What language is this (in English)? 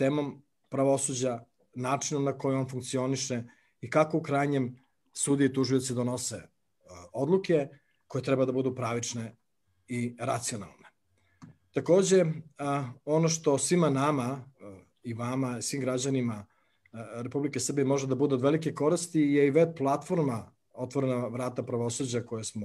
Serbian